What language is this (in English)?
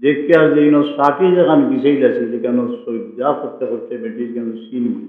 Sylheti